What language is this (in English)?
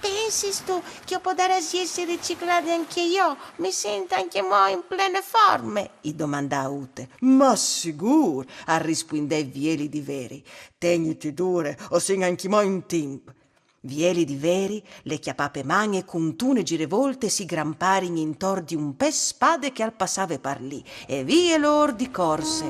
Friulian